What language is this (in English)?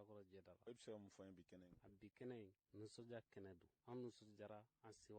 Bambara